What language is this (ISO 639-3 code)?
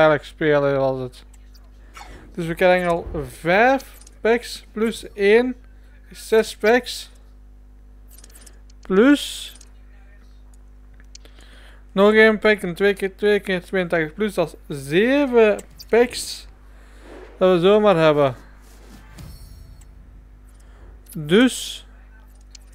nld